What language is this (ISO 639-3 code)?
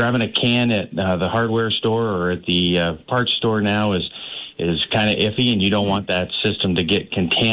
eng